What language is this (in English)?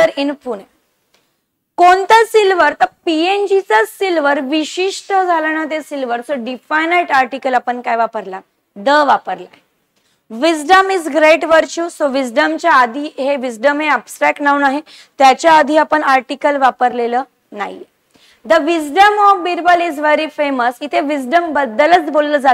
Marathi